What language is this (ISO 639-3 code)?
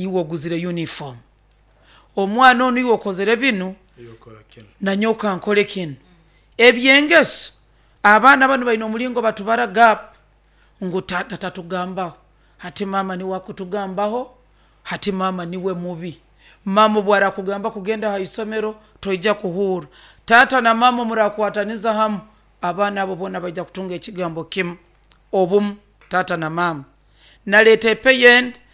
nyo